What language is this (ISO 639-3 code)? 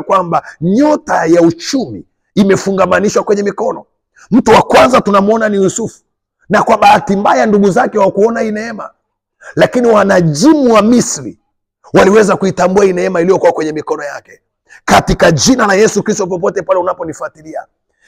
swa